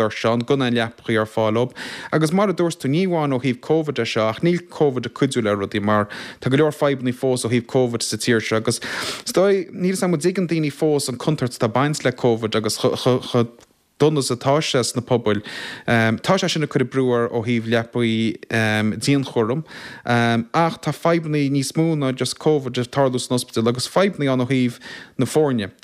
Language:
Irish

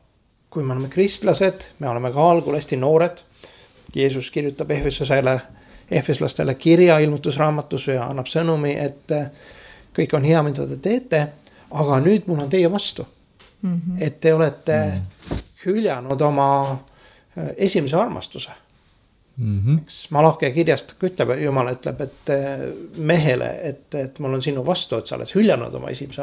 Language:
Estonian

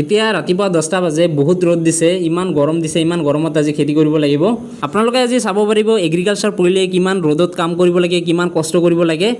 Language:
Assamese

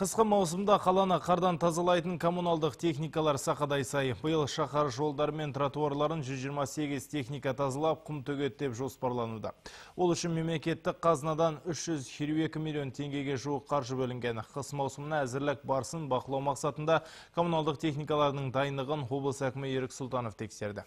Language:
Kazakh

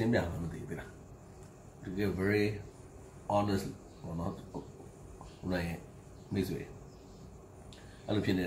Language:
Burmese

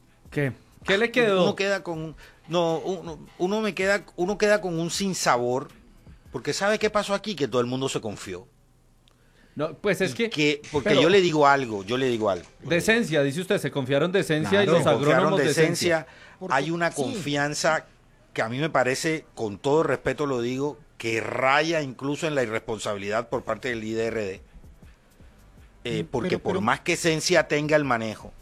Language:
Spanish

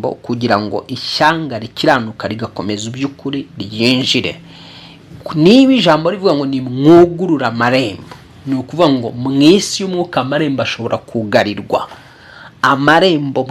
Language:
Kinyarwanda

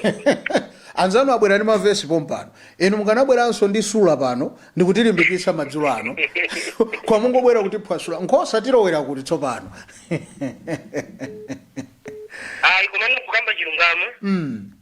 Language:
Nyanja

